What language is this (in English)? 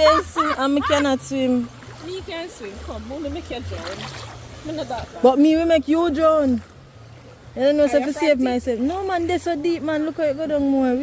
Jamaican Creole English